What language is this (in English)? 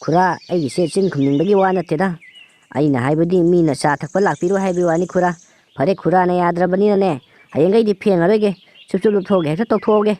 Manipuri